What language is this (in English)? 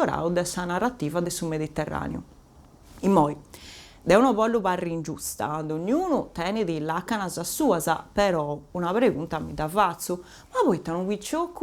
Sardinian